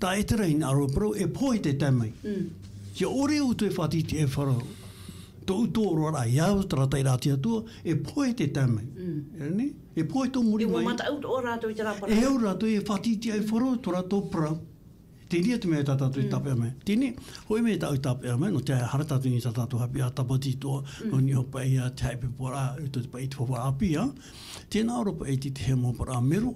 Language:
Tahitian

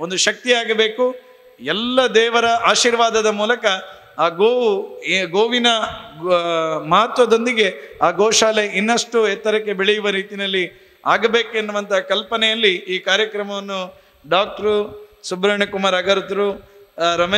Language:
Kannada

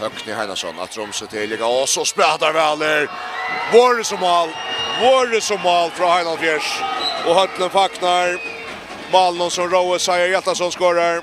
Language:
Faroese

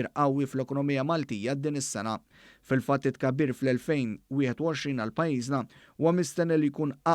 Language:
Maltese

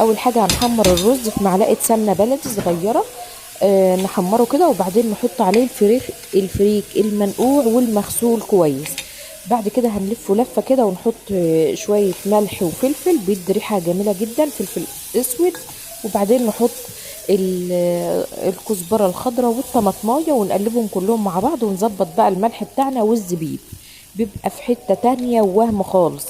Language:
Egyptian Arabic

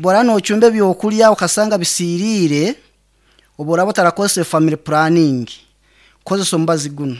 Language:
Nyankole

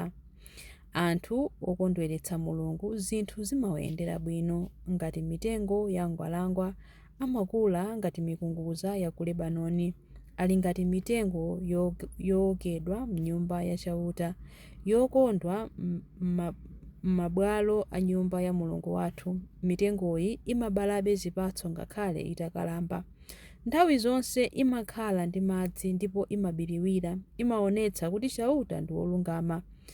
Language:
Nyanja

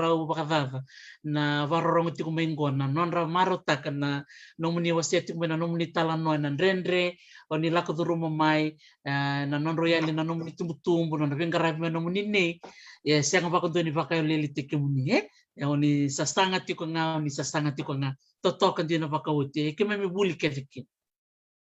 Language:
Fijian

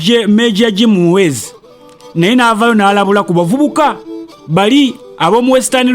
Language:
Ganda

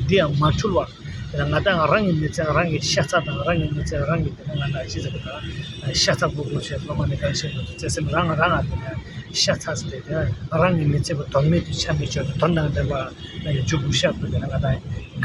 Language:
Tibetan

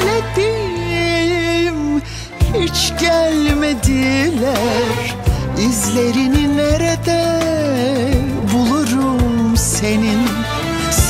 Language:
Turkish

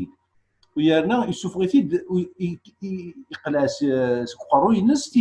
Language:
Kabyle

